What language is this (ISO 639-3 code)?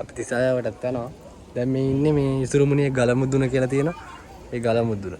sin